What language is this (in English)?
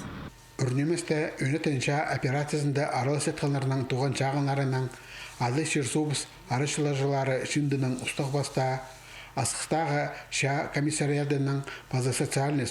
Khakas